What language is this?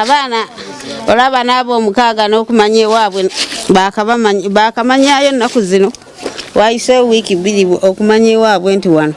Ganda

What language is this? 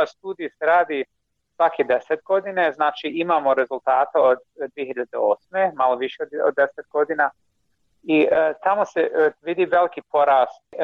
Bosnian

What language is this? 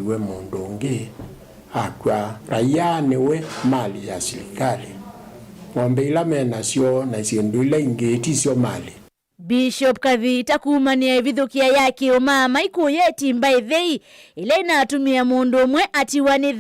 Kamba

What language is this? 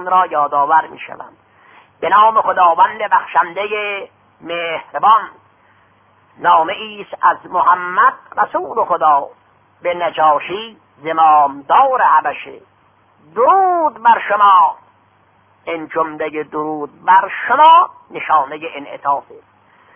Persian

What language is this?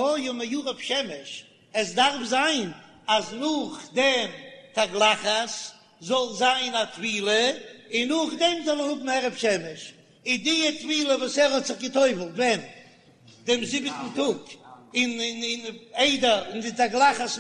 Yiddish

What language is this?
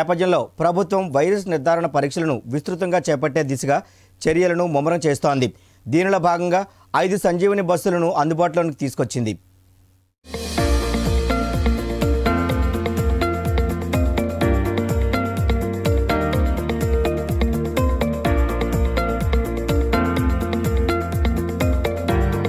Telugu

